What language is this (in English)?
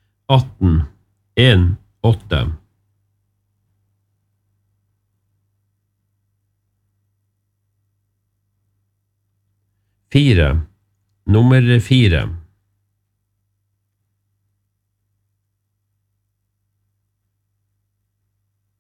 Norwegian